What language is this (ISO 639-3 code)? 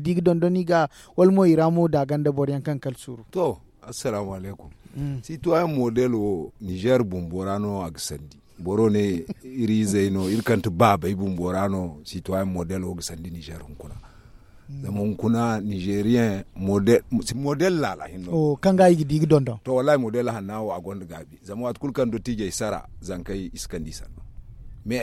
dje